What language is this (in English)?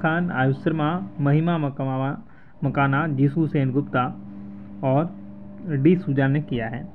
Hindi